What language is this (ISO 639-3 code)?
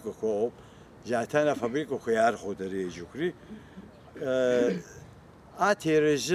abk